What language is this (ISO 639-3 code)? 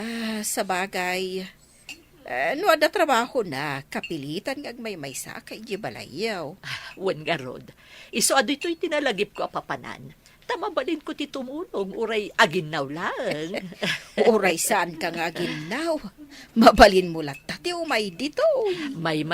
ilo